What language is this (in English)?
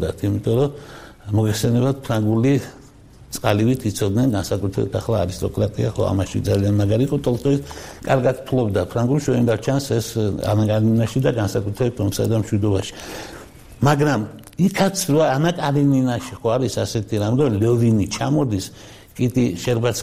Georgian